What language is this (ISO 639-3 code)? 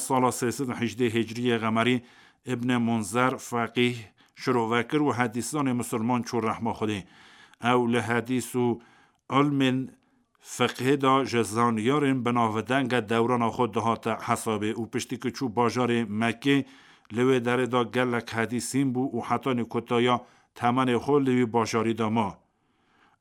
kur